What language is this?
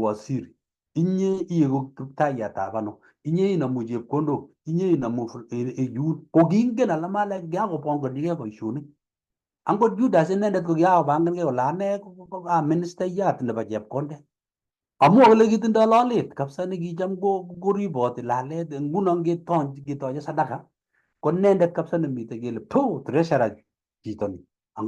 Kalenjin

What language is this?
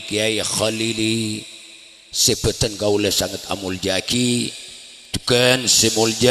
Madurese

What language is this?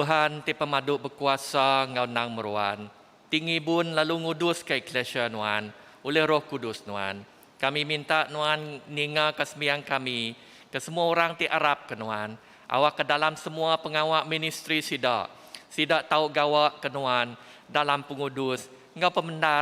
Iban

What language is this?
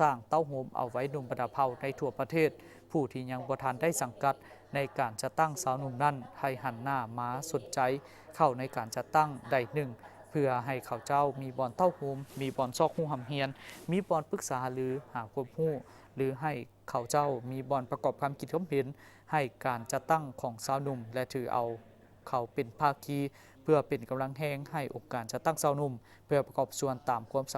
Lao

